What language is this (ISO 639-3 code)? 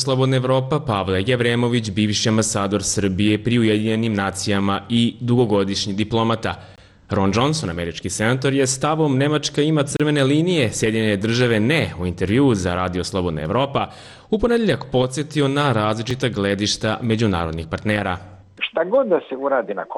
hrv